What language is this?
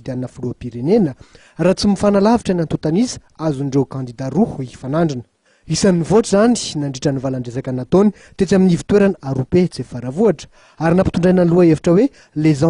Malagasy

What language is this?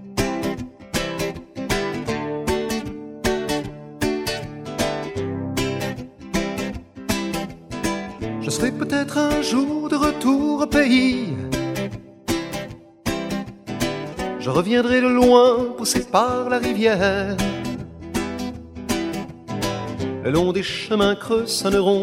French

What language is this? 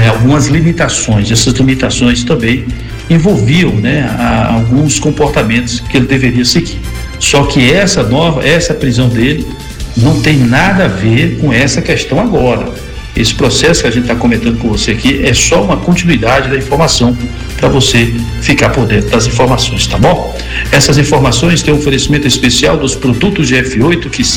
Portuguese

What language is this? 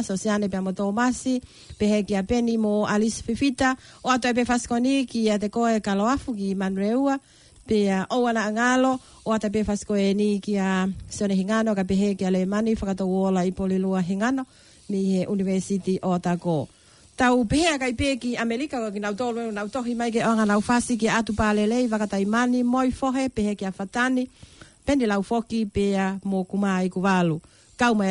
Tongan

